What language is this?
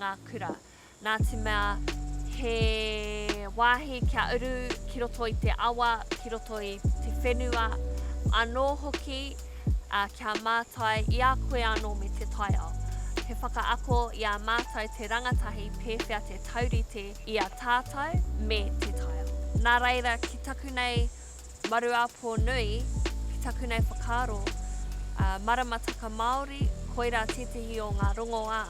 Māori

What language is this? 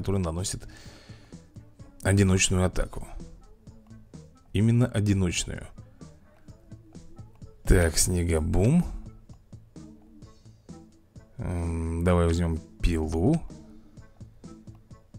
Russian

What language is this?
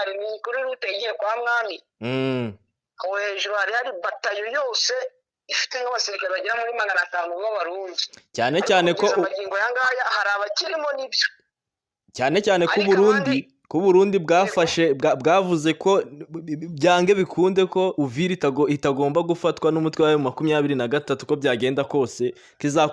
Kinyarwanda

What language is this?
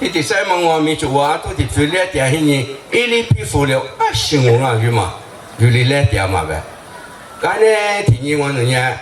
Lisu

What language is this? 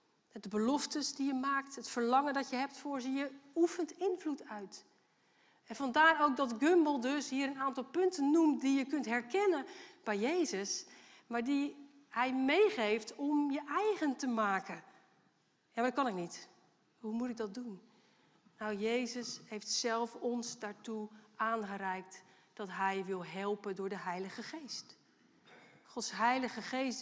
Dutch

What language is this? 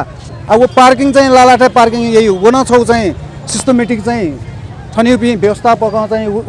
Newari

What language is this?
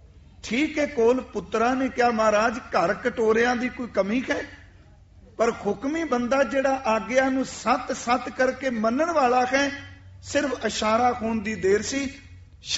Punjabi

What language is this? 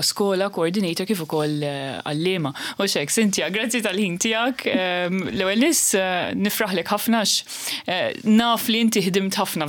Maltese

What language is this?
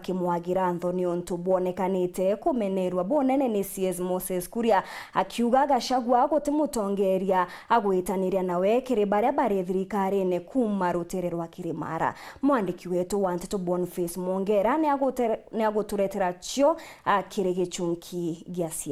Meru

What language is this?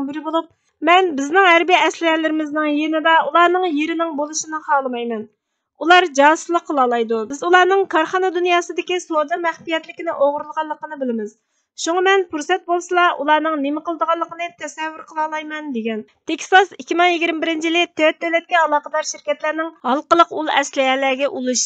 Uyghur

